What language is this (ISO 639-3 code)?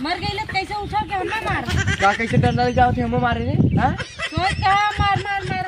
bho